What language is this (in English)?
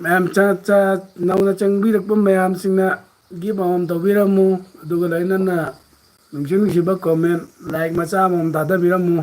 Manipuri